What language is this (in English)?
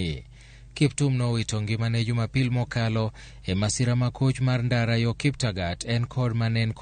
Luo (Kenya and Tanzania)